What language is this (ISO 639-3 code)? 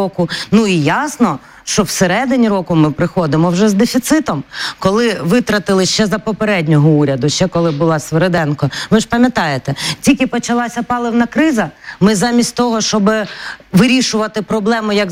ukr